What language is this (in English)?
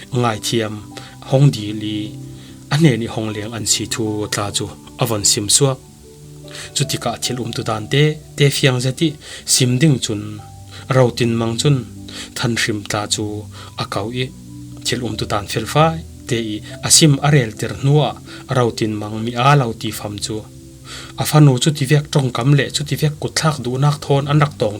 Falam Chin